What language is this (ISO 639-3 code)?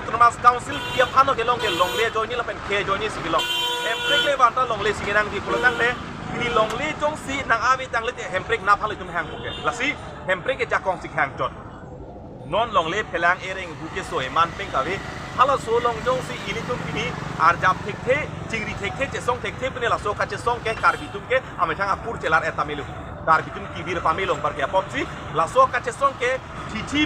mjw